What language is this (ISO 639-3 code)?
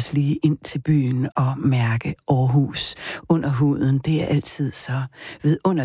dan